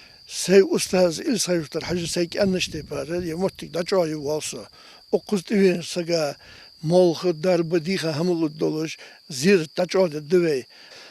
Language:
Ingush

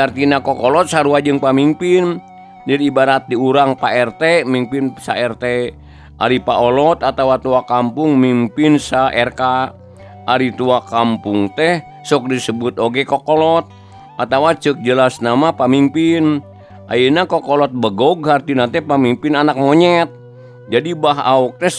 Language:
Sundanese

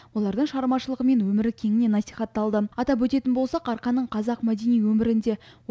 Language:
Kazakh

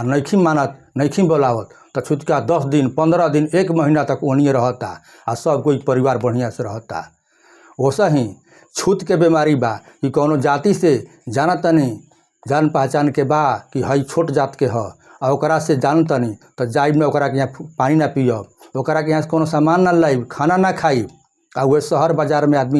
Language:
Bhojpuri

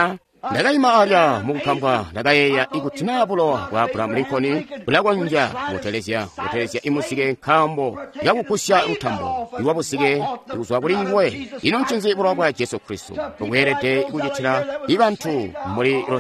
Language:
Tonga (Zambia)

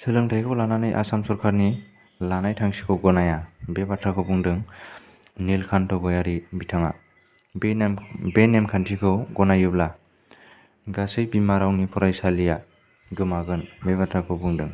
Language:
Bodo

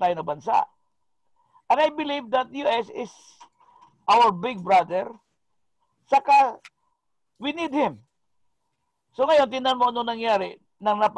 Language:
Filipino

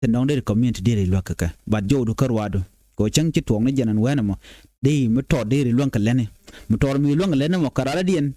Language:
Nuer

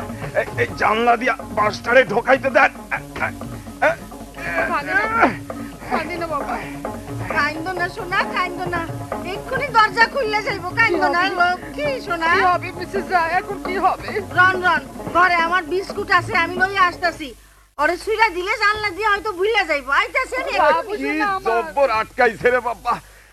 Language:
Bangla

